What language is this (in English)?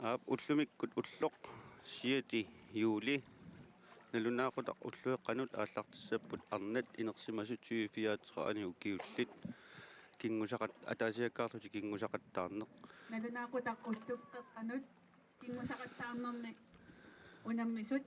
Kalaallisut